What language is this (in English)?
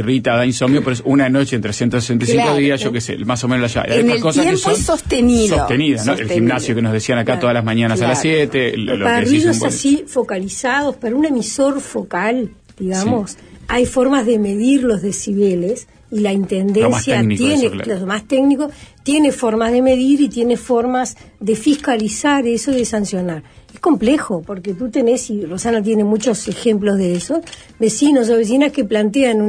Spanish